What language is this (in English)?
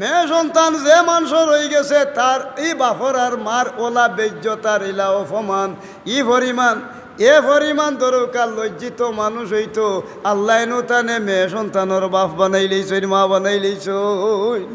Sylheti